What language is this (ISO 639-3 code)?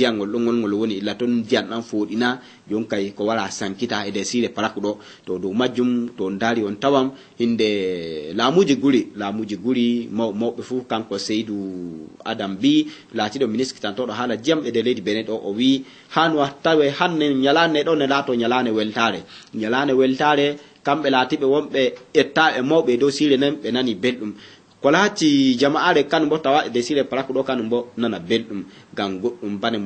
ful